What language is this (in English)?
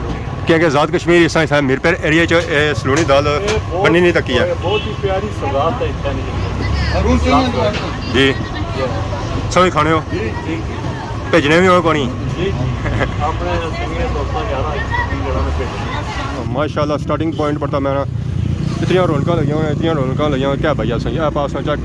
Pahari-Potwari